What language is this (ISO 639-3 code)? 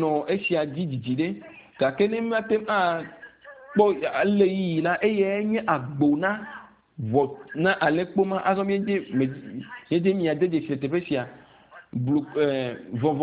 ewe